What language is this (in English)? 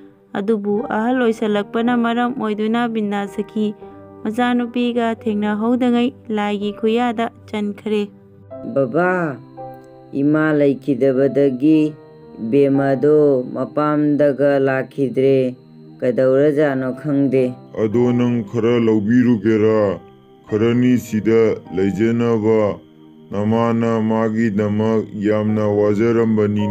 Manipuri